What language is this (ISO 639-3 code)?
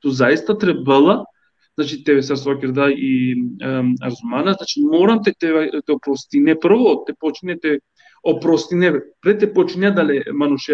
rmn